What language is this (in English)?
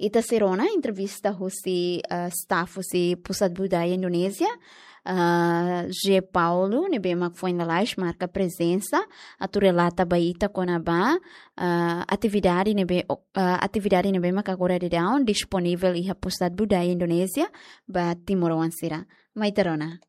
Tetum